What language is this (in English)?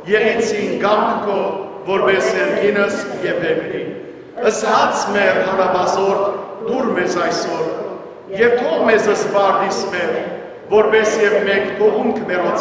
Western Armenian